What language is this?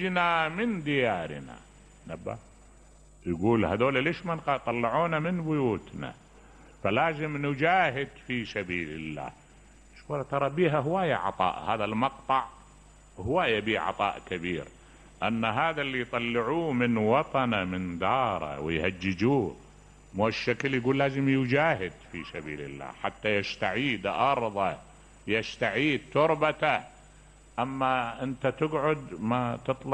Mesopotamian Arabic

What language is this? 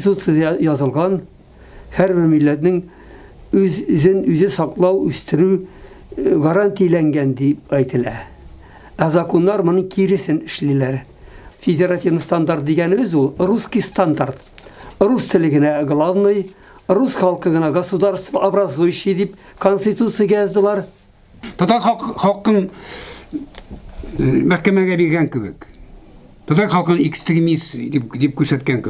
Tatar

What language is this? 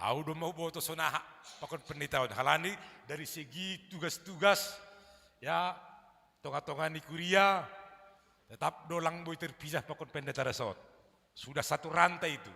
Batak Simalungun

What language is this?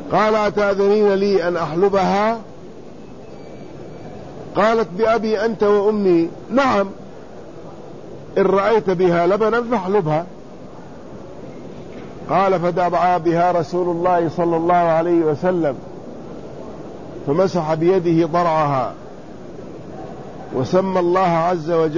Arabic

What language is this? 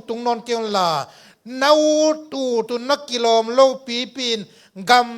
Tedim Chin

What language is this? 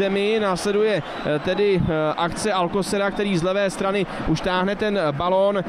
Czech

